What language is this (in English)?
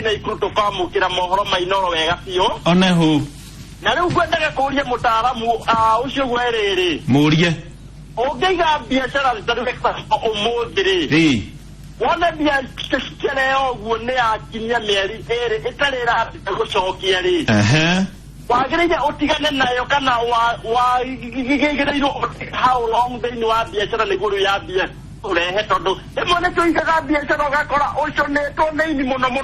Kikuyu